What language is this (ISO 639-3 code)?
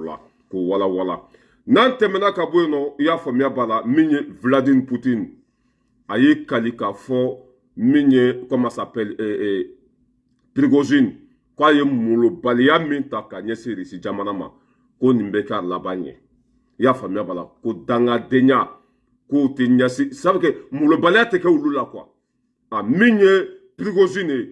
bam